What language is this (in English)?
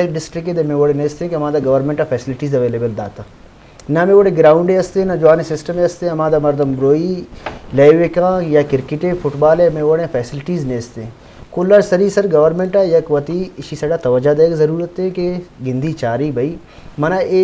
Eastern Balochi